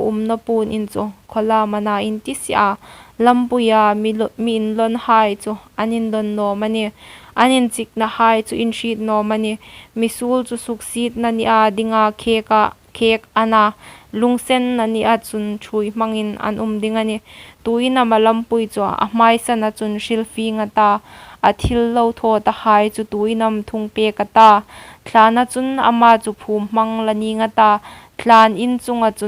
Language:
Hmar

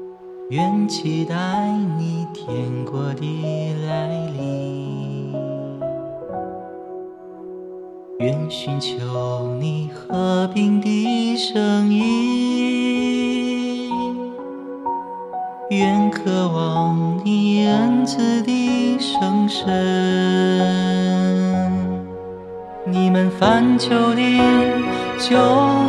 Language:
Chinese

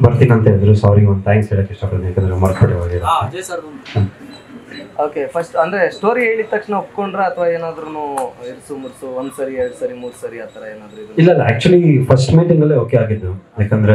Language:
Kannada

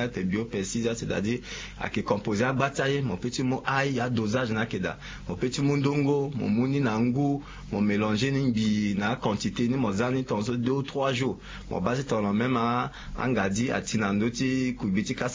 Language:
Sango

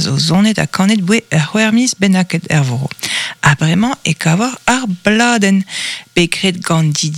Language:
Breton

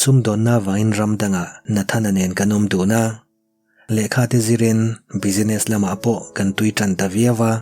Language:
Mizo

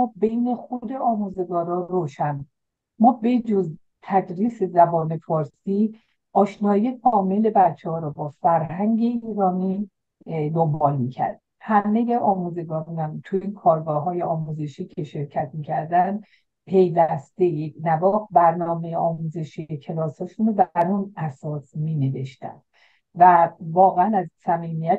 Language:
Persian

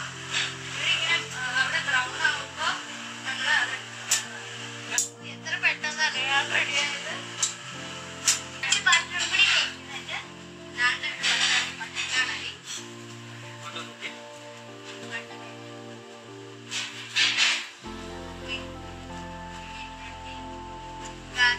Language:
Malayalam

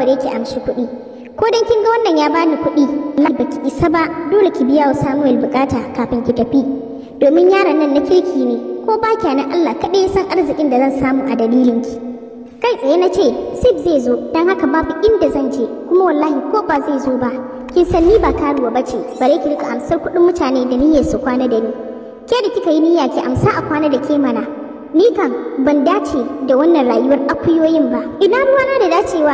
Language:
Hausa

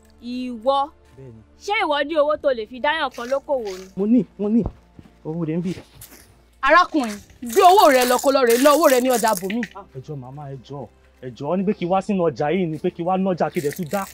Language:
Yoruba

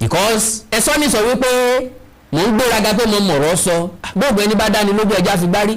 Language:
Yoruba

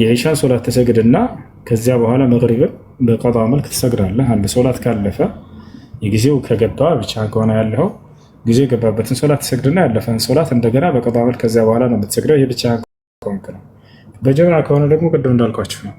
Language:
Amharic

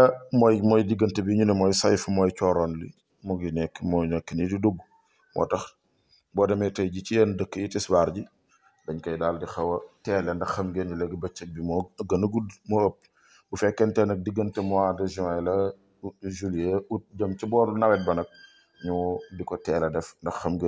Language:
Wolof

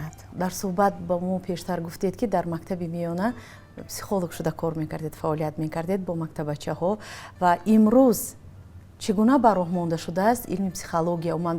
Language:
Tajik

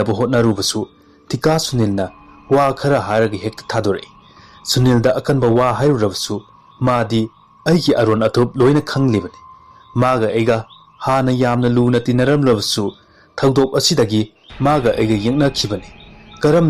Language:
Manipuri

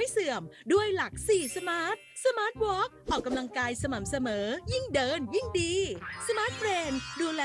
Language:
Thai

